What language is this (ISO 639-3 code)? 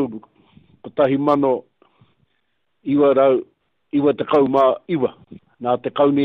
mri